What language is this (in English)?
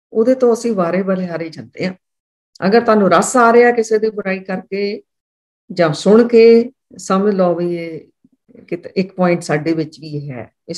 Punjabi